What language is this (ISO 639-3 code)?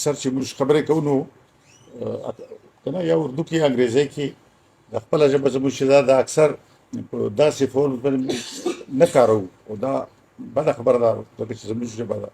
pus